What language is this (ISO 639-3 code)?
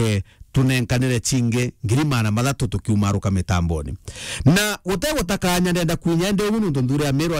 mer